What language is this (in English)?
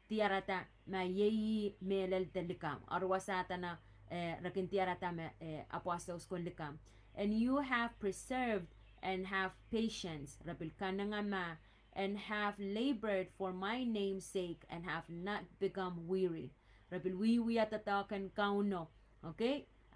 Pohnpeian